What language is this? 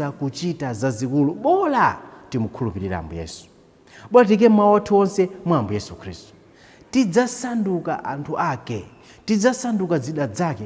Nyanja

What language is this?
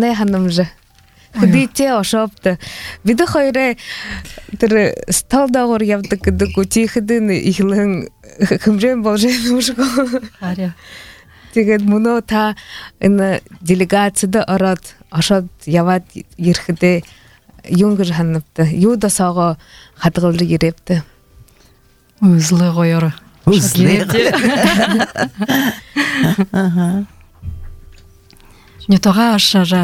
Buriat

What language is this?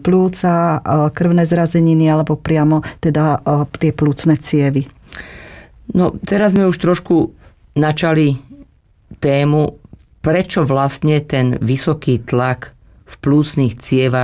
Slovak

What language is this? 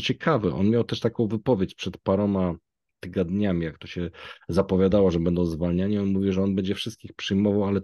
Polish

